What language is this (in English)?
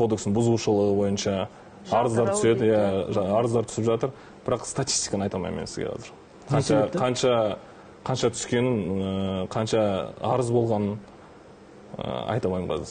Kazakh